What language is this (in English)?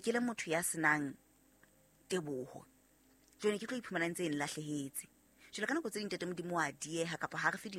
Southern Sotho